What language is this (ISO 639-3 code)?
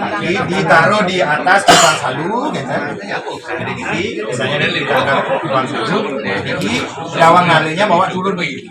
ban